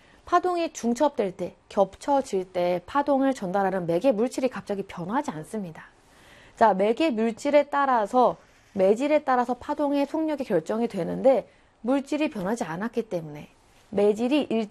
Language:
Korean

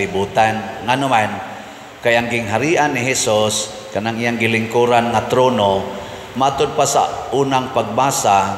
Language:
Cebuano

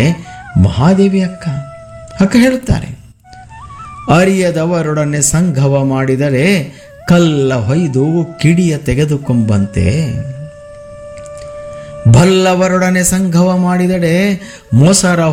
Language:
Kannada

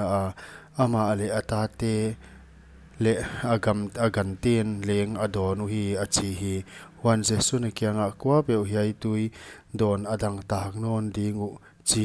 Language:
Paite Chin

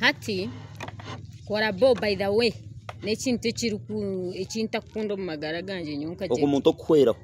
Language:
Nyankole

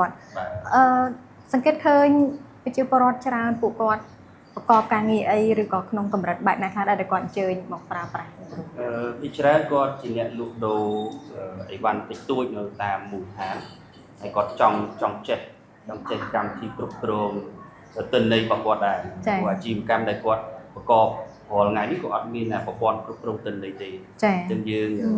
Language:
Khmer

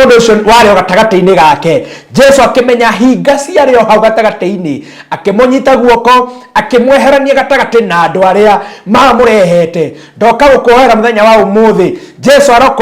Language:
Kikuyu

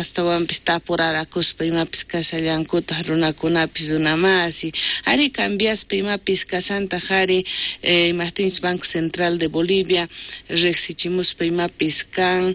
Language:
South Bolivian Quechua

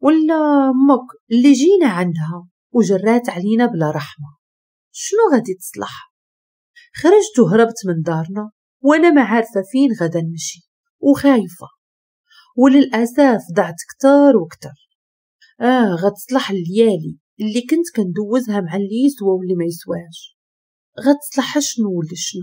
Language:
Moroccan Arabic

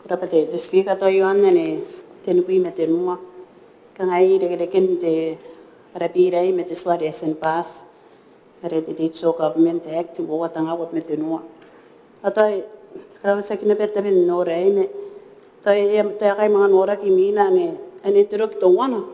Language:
Gilbertese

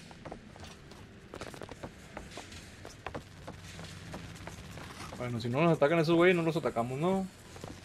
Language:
Spanish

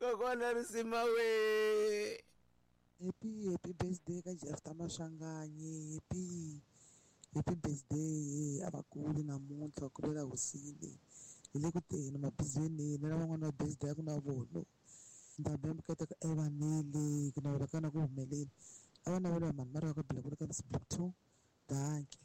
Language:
Tsonga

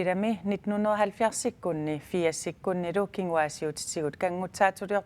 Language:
Kalaallisut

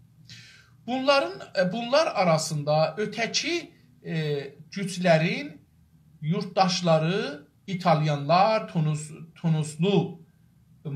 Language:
South Azerbaijani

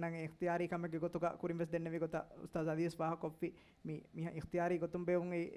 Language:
Divehi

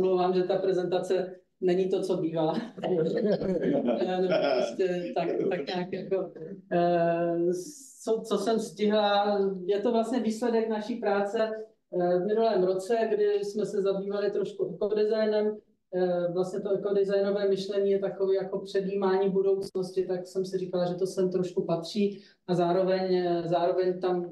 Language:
Czech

